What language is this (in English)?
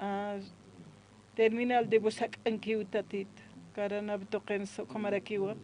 Aymara